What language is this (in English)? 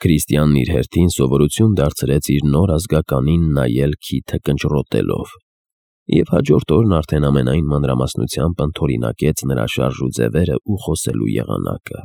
Armenian